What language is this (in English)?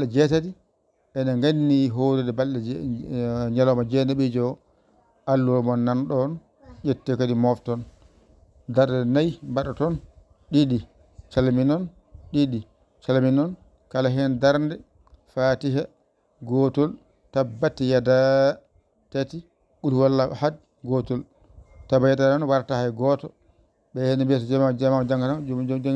Fula